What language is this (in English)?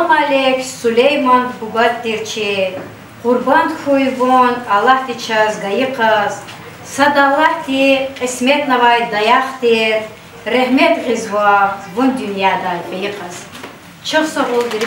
Lezghian